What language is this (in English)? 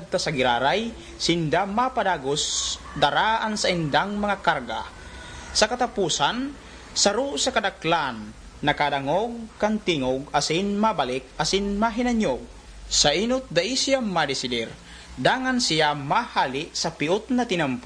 Bikol